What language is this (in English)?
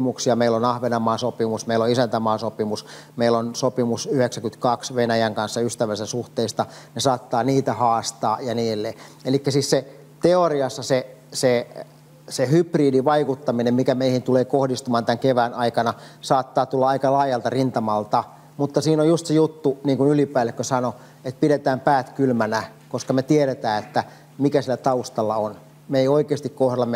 Finnish